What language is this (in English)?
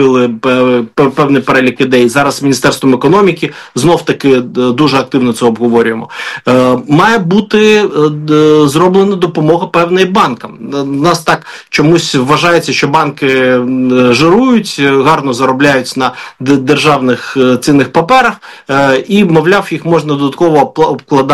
Ukrainian